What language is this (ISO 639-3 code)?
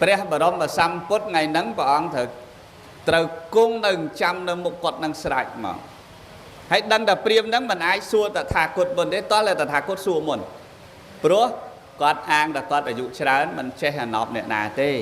khm